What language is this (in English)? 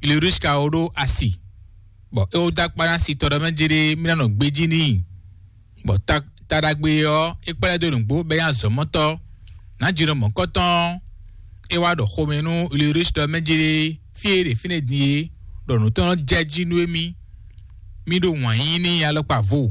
Fon